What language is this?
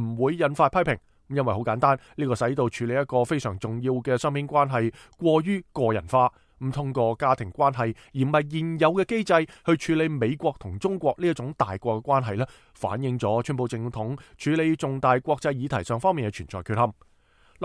Cantonese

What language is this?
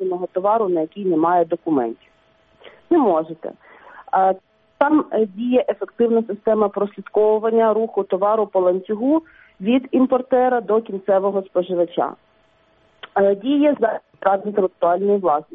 Ukrainian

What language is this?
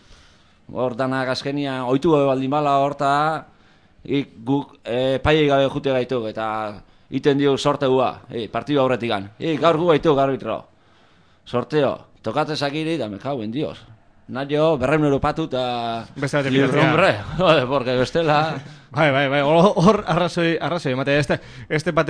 Basque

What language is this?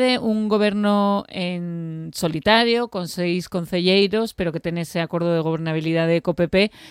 Galician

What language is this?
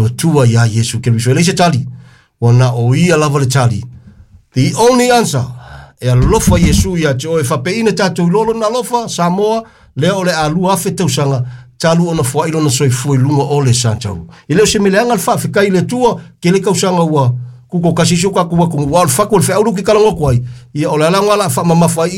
Samoan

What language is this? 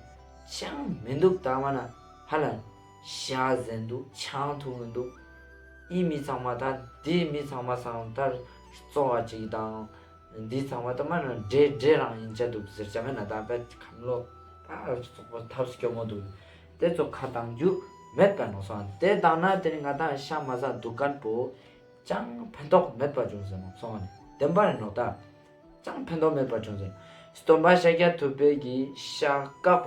Ladakhi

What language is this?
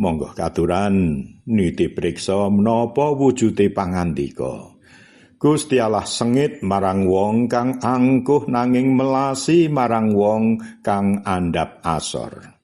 Javanese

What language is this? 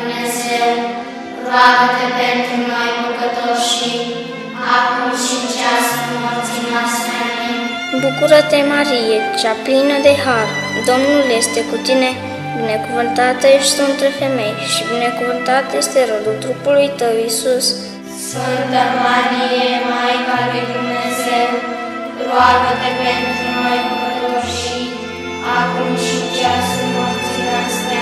Romanian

